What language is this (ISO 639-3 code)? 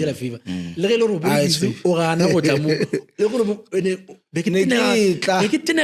nso